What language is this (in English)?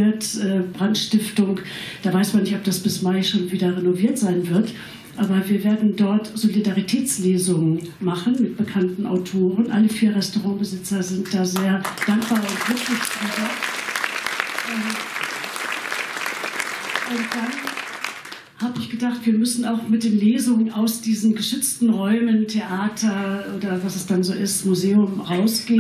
German